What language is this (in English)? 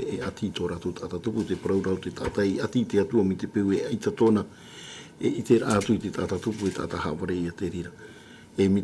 Tahitian